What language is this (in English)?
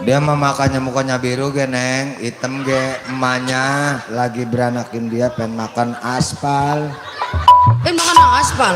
Betawi